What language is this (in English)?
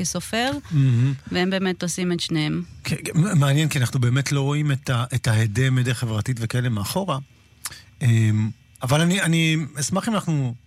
Hebrew